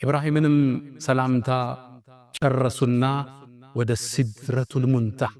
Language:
Amharic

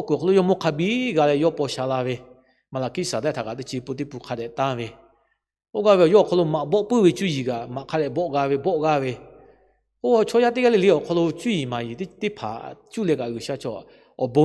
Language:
Lahu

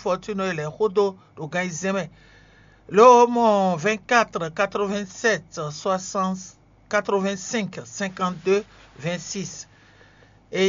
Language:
Fon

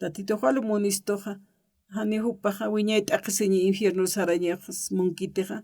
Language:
Aymara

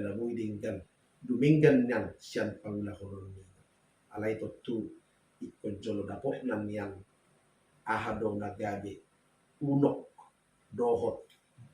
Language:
Batak Toba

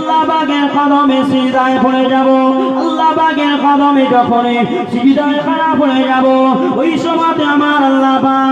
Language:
Bangla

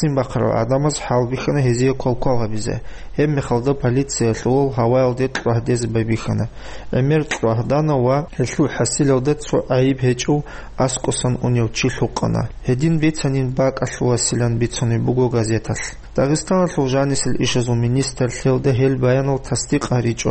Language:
Avaric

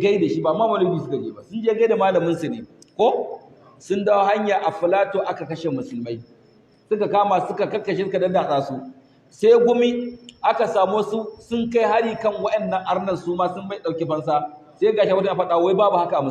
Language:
Hausa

